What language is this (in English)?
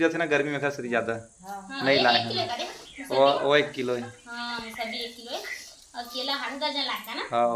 Chhattisgarhi